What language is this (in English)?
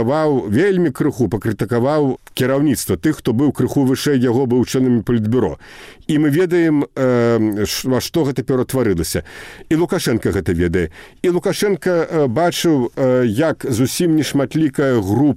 Belarusian